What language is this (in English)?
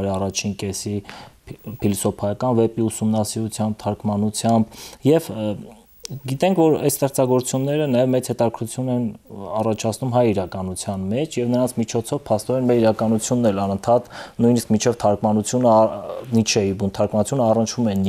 Armenian